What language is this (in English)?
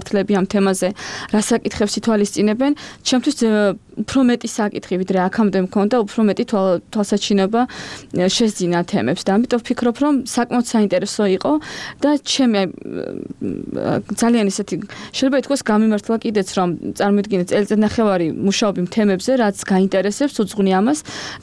Georgian